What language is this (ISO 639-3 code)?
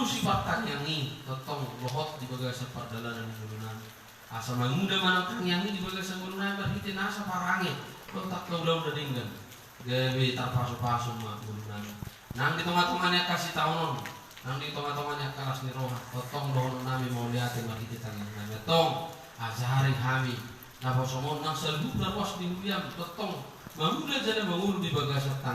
bbc